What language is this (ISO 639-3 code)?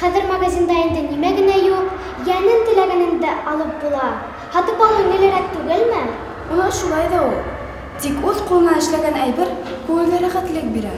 bak